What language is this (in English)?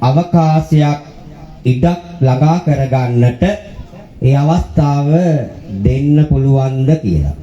Sinhala